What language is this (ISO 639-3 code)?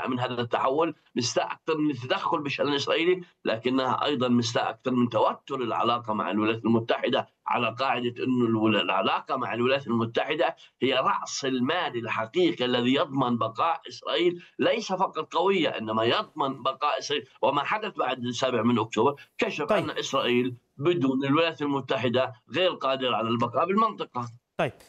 ara